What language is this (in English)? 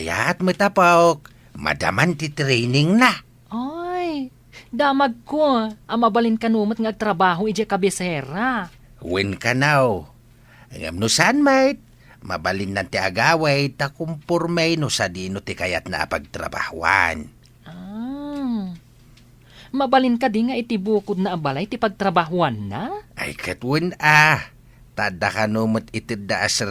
Iloko